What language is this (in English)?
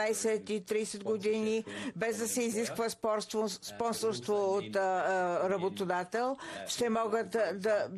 Bulgarian